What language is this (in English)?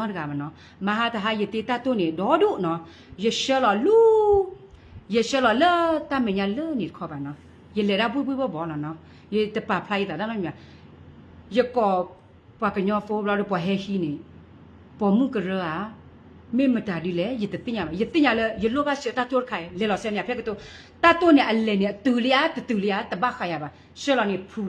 S'gaw Karen